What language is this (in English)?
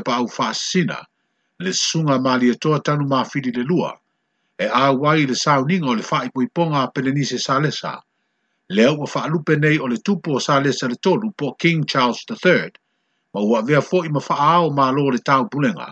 Samoan